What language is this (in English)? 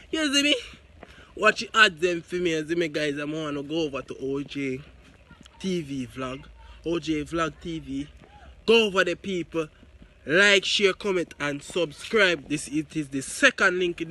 Jamaican Creole English